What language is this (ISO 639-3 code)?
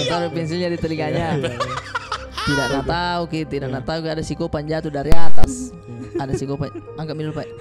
mfp